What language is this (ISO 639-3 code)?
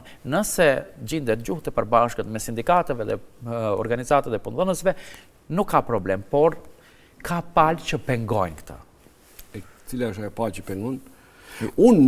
sqi